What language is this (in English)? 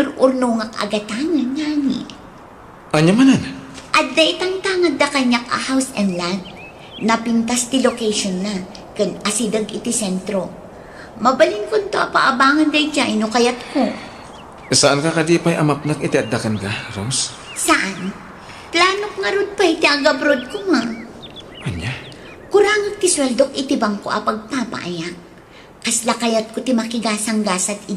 Iloko